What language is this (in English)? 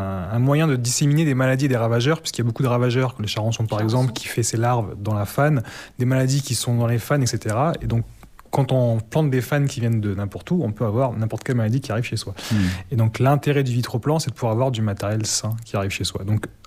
French